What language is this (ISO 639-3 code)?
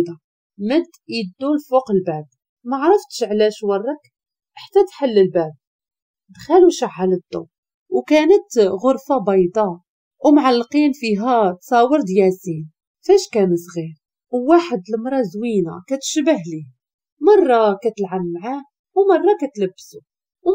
ary